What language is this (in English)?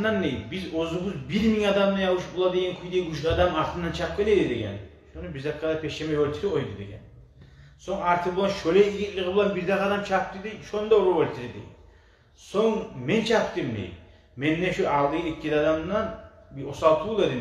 Kumyk